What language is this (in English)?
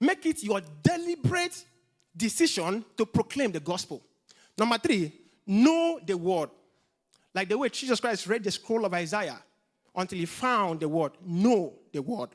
English